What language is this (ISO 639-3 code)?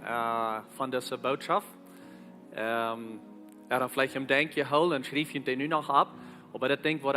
pdt